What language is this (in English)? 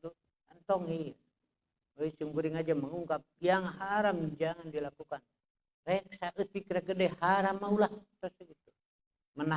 Sundanese